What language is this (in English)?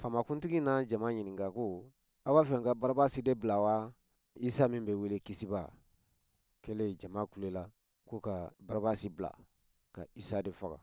Bambara